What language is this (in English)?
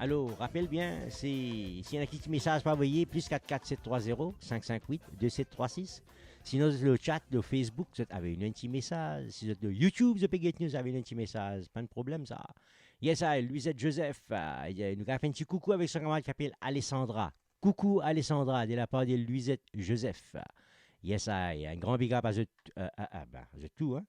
Morisyen